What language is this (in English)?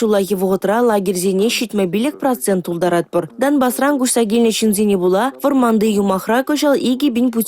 Chuvash